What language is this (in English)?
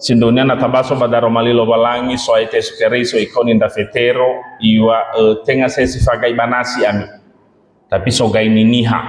Nias